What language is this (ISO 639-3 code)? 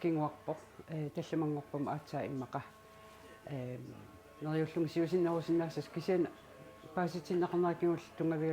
kal